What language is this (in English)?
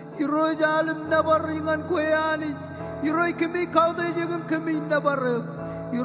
Marshallese